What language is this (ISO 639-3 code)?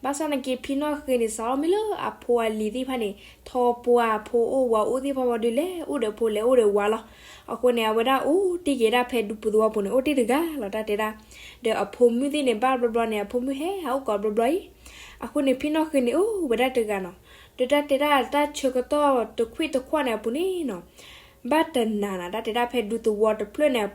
ksw